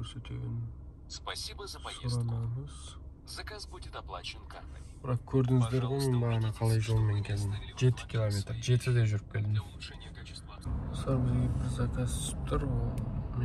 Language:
Kazakh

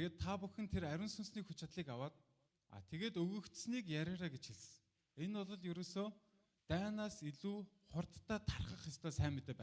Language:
Mongolian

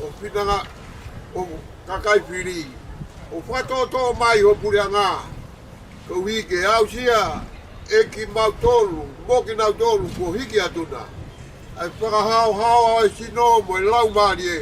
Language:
Tongan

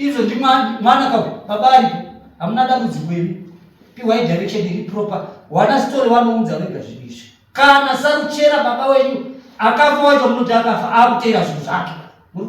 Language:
Shona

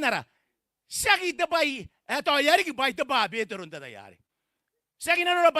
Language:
Gilbertese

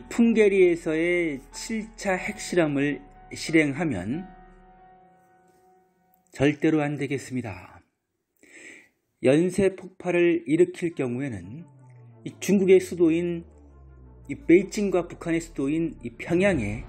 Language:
Korean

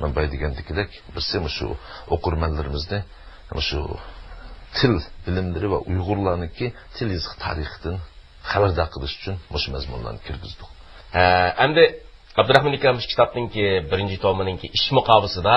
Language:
Uyghur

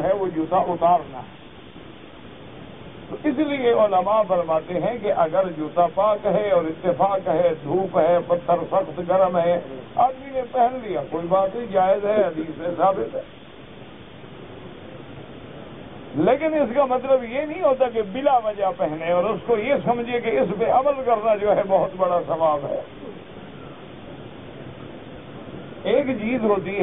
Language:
Urdu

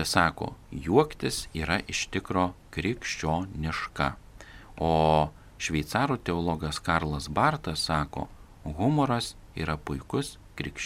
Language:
Lithuanian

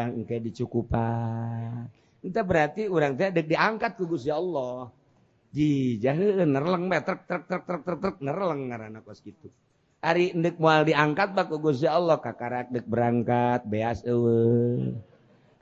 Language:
Sundanese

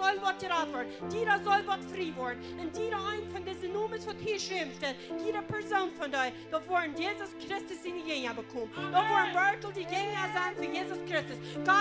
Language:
Plautdietsch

